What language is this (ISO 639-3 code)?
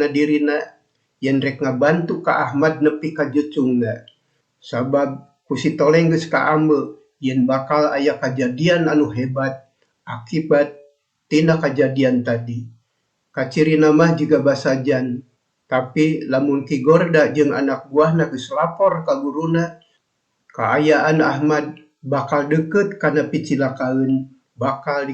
sun